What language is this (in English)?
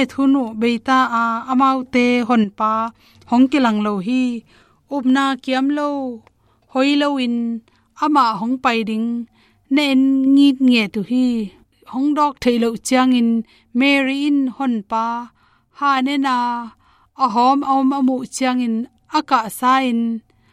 Tedim Chin